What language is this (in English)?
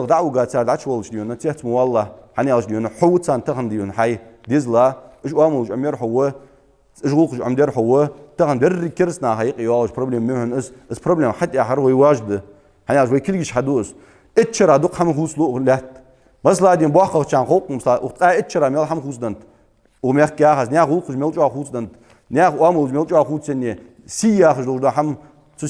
Ingush